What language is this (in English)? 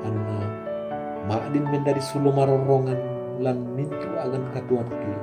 Toraja-Sa'dan